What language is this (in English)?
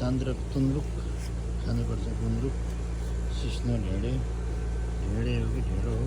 Nepali